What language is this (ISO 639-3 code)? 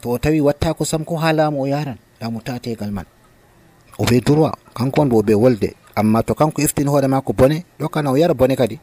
fuv